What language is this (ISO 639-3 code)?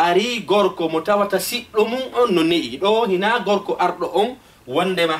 ful